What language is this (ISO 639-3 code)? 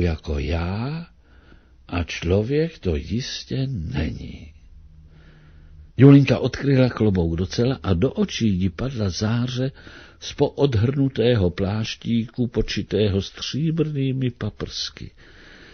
ces